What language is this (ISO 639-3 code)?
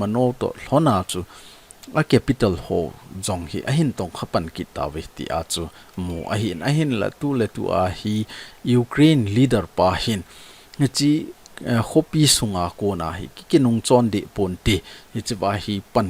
tcz